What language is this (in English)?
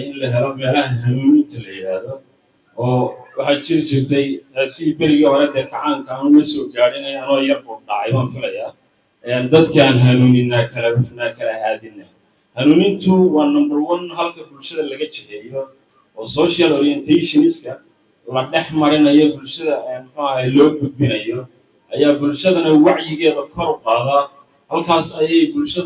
Somali